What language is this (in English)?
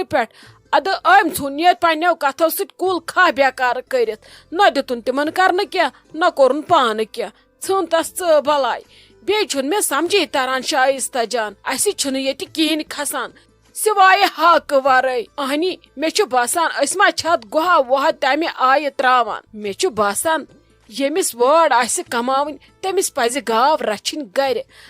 Kashmiri